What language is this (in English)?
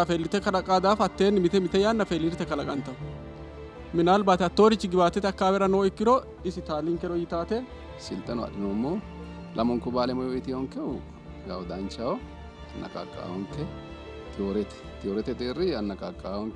Sidamo